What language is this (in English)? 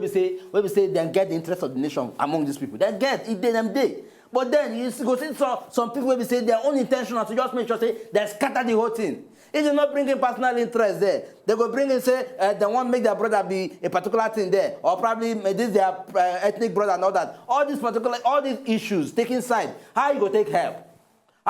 Nigerian Pidgin